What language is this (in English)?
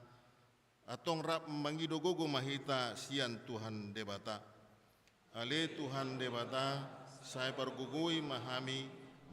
Batak Toba